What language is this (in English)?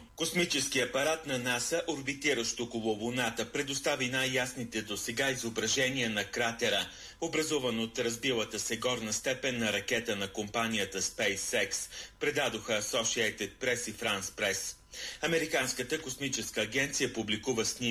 Bulgarian